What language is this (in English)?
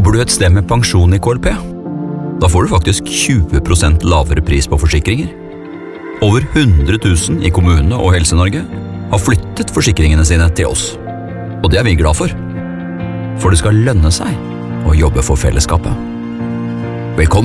Norwegian